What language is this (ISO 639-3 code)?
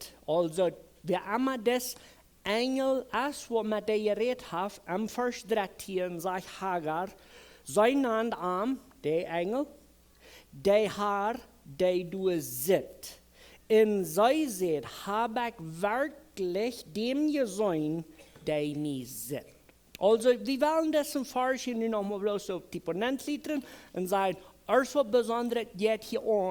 pdt